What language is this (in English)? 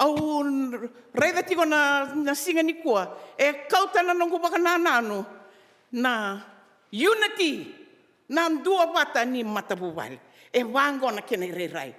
Fijian